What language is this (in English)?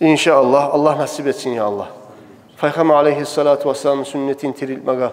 Kumyk